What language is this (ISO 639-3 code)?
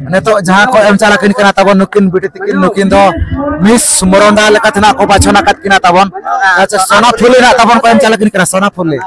sat